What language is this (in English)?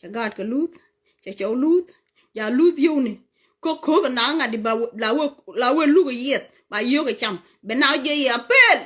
Nuer